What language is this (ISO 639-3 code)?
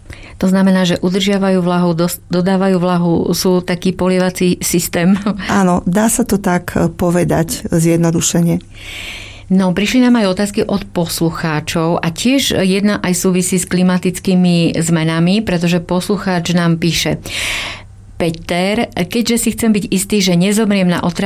slk